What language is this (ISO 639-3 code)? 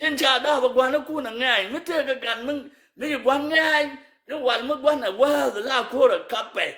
nus